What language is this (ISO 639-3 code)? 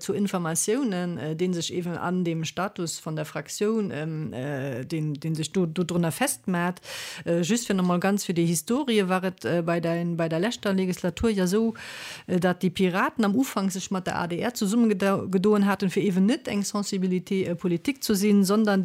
ltz